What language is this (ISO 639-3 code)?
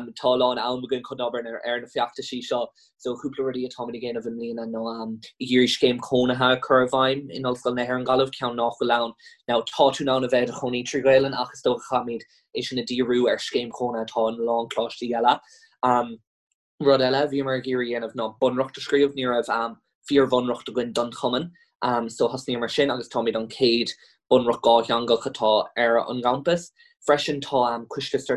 gle